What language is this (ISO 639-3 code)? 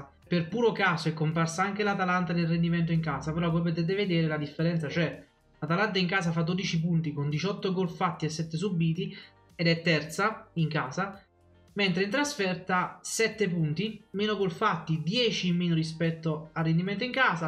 ita